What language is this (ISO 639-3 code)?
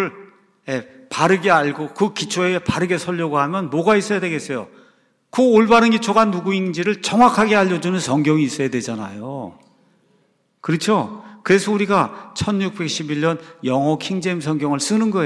kor